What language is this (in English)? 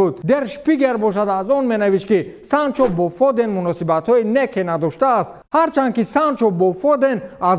Tajik